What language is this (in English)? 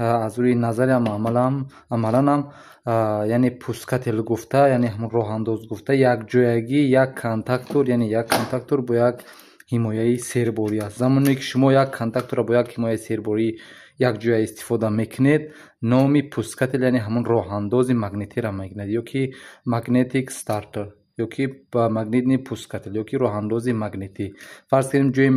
Tajik